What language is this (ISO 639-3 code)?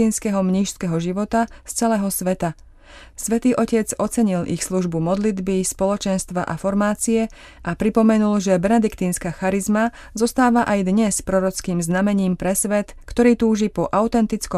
slk